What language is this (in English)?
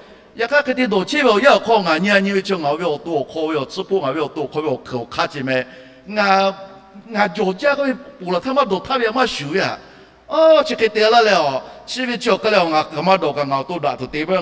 Lahu